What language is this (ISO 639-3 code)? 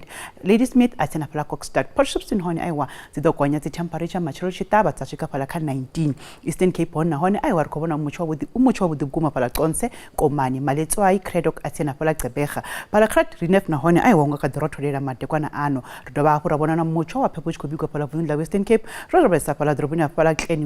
ven